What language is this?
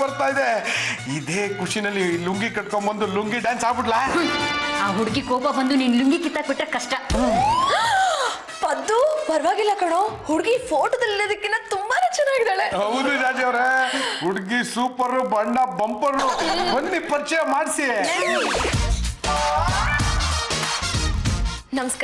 Kannada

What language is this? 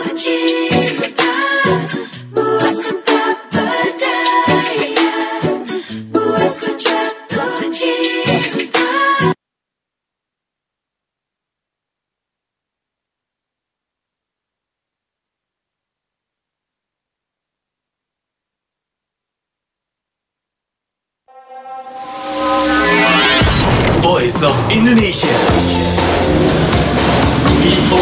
Indonesian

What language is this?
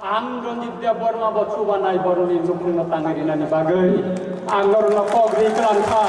Kok Borok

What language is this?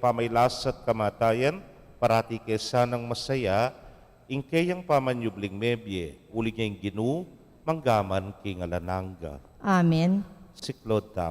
Pampanga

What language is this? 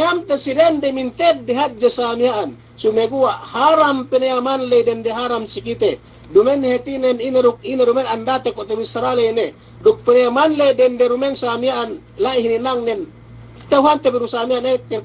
Yakan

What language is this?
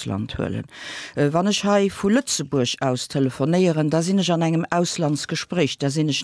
Luxembourgish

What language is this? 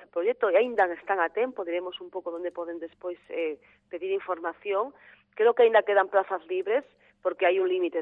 Galician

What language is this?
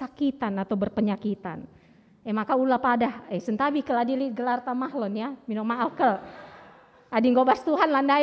Batak Karo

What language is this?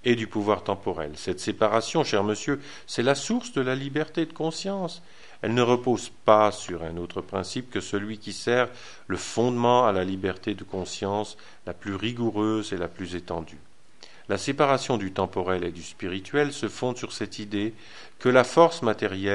French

